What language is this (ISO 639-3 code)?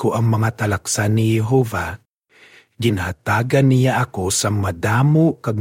hil